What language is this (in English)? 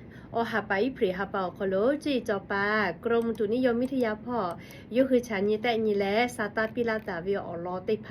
Lahu